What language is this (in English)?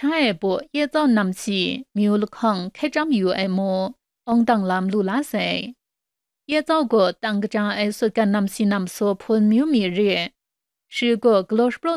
Kachin